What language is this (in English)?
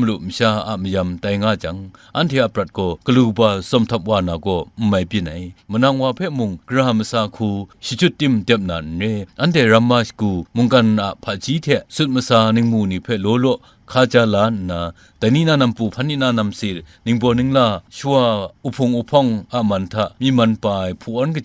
Kachin